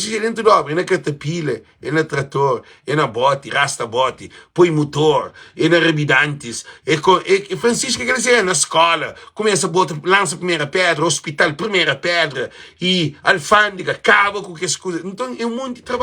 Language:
Kabuverdianu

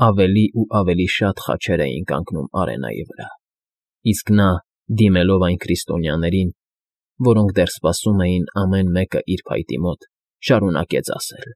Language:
Armenian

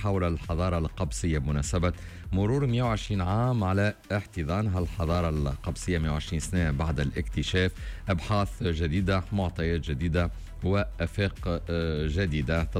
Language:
Tunisian Arabic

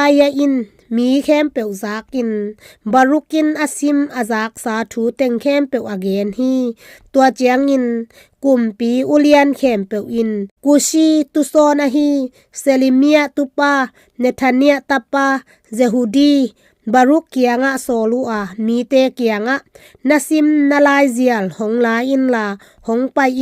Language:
Tedim Chin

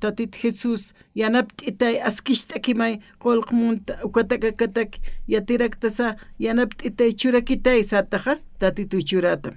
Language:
Aymara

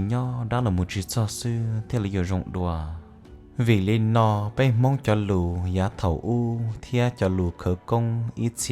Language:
Hmong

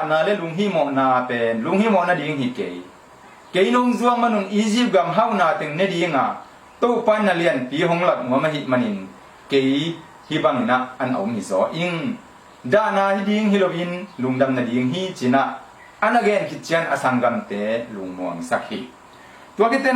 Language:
Tedim Chin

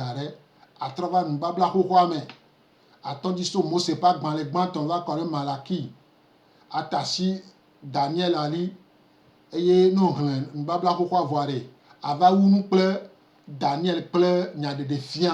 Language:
Gen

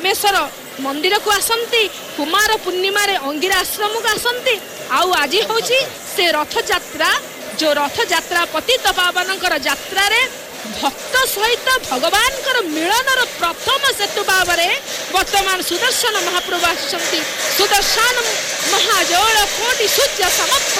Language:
Odia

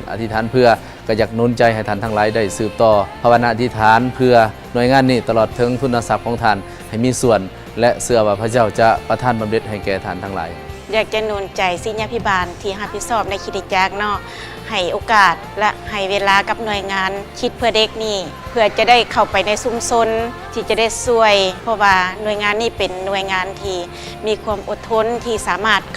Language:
Lao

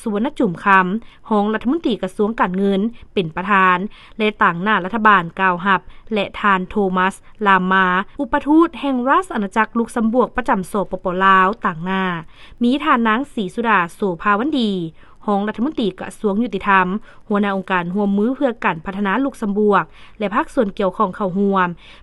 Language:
Lao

